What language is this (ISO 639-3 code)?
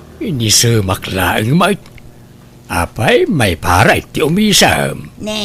ilo